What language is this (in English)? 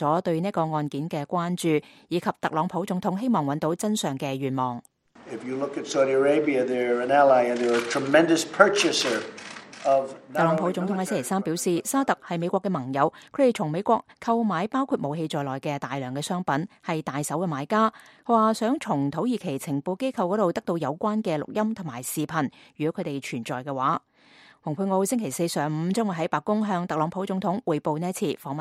Cantonese